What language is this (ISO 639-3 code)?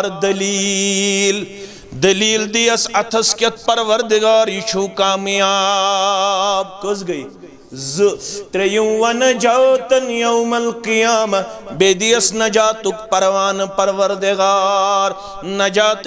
kas